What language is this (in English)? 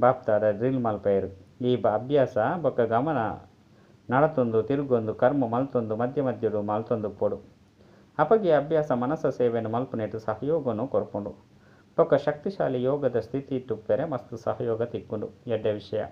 Tulu